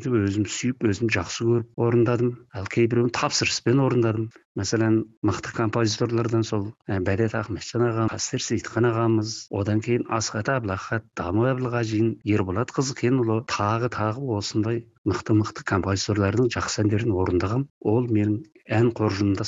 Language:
Kazakh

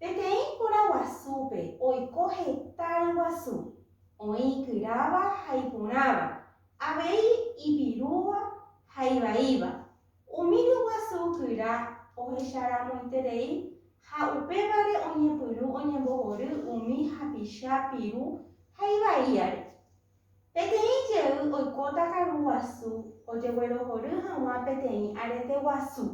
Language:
Guarani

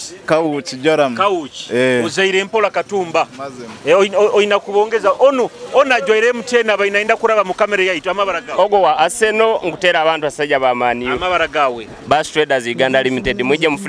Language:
Nyoro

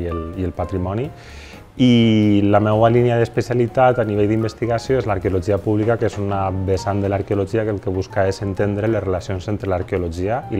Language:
Catalan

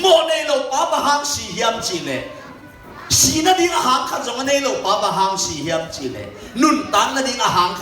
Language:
Tedim Chin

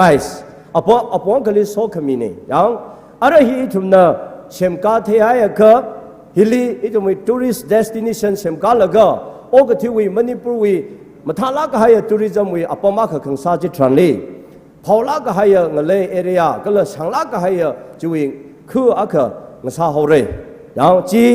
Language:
Tangkhul Naga (India)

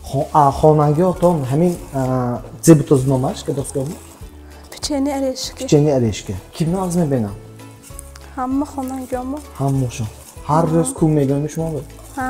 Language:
Tajik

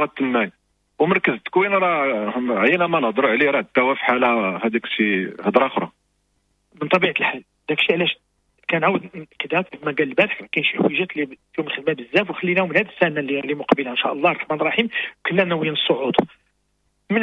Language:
Moroccan Arabic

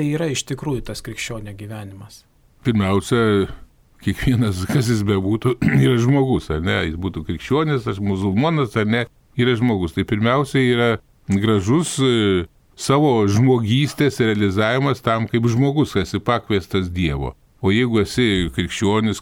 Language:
Lithuanian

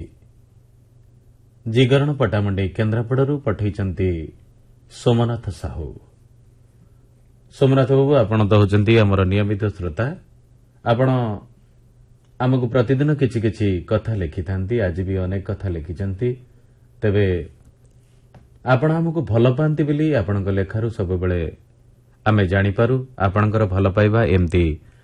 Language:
Odia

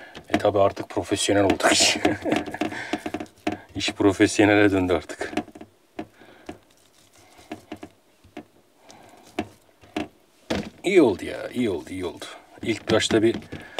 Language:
Turkish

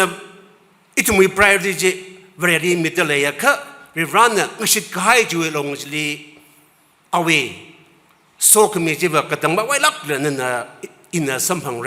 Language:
Tangkhul Naga (India)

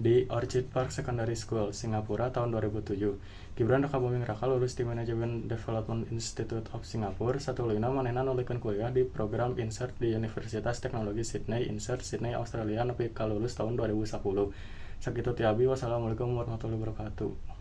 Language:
Sundanese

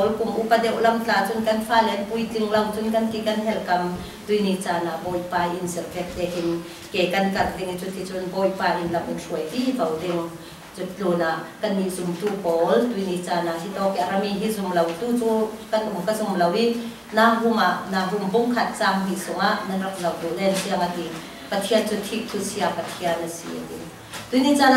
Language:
Falam Chin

